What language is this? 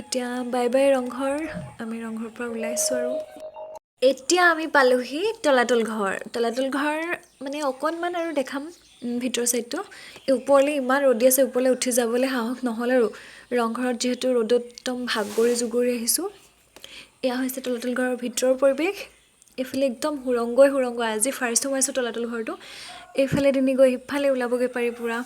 Assamese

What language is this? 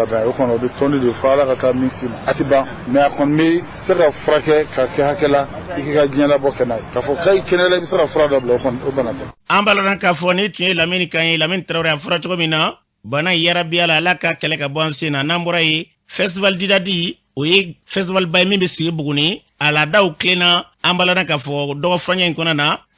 Bambara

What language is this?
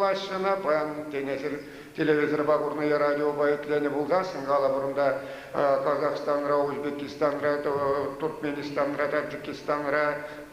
Chuvash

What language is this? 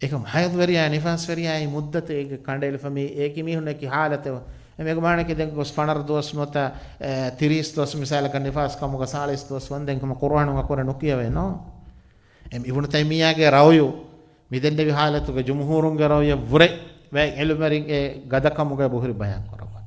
Divehi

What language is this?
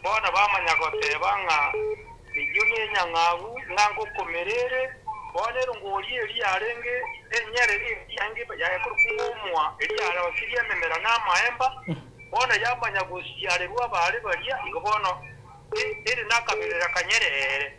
Gusii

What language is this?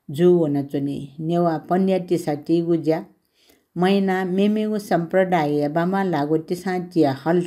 Newari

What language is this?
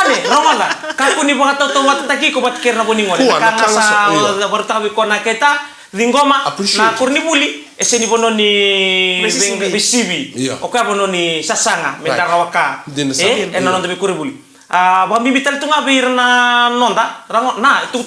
Fijian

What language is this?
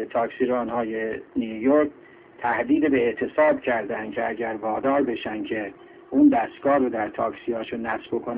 Persian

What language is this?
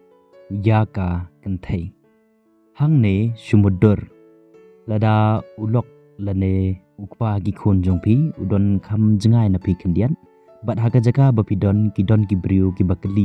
Khasi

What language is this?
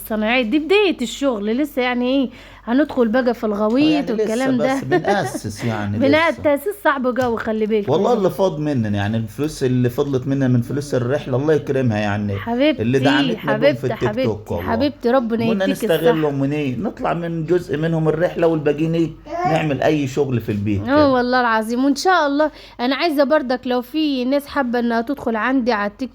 Egyptian Arabic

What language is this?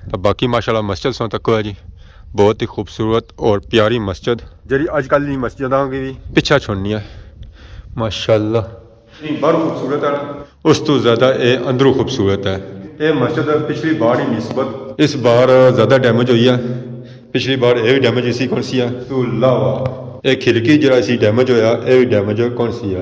Pahari-Potwari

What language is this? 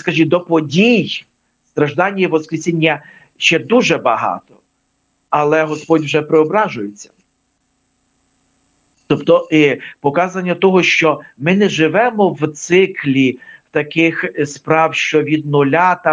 Ukrainian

